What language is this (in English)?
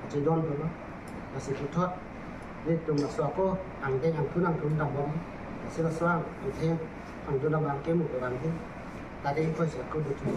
Karbi